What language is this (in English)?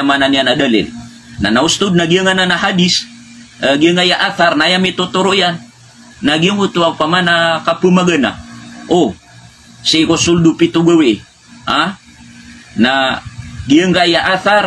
Maranao